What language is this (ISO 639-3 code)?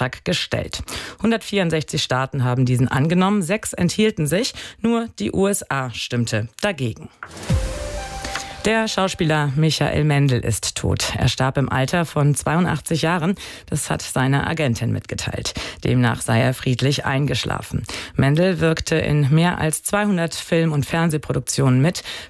deu